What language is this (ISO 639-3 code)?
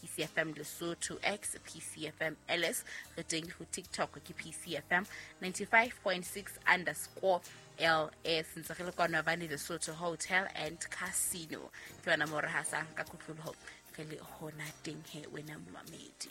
sot